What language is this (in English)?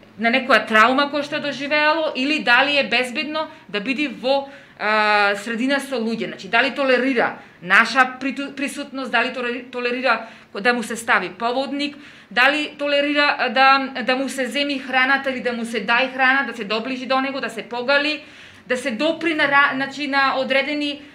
Macedonian